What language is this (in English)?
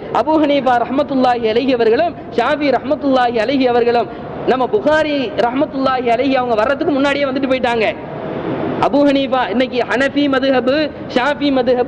Tamil